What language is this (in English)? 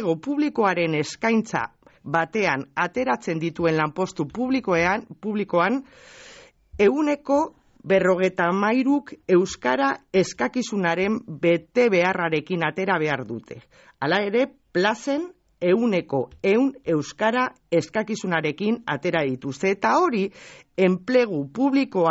Basque